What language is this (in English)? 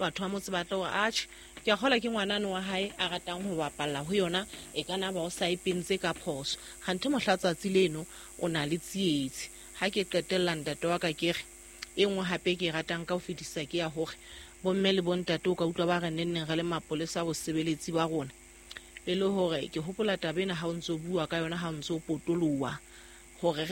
Southern Sotho